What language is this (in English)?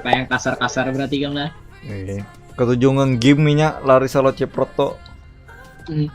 Banjar